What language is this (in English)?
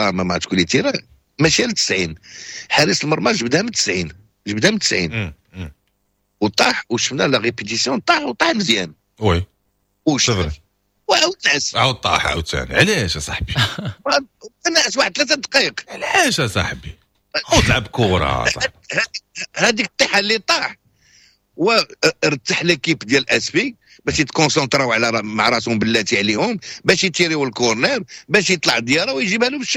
Moroccan Arabic